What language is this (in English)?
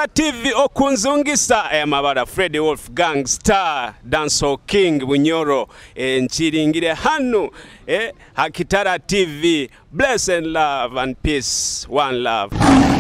Nyoro